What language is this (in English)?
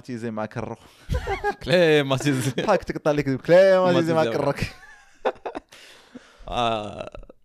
Moroccan Arabic